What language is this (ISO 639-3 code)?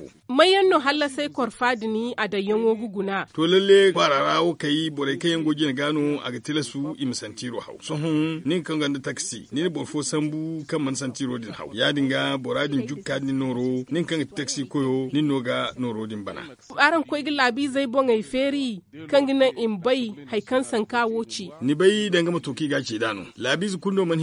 dje